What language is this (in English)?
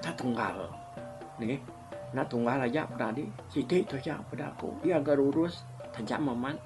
Iban